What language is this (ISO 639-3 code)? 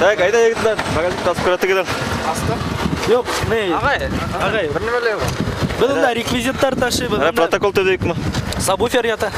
bak